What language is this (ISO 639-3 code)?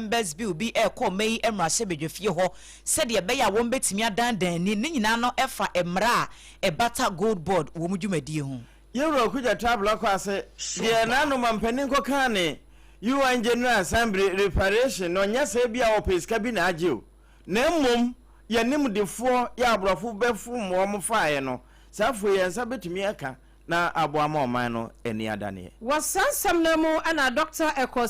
aka